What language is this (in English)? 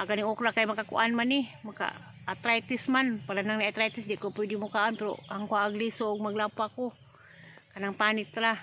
Cebuano